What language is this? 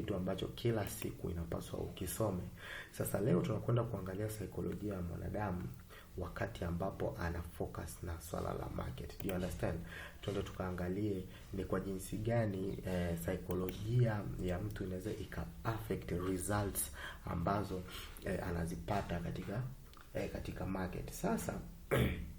Swahili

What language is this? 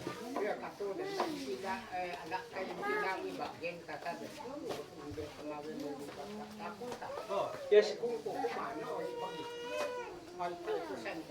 Isnag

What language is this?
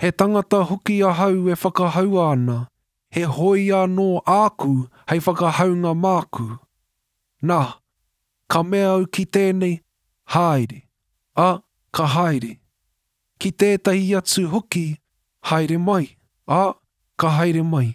Māori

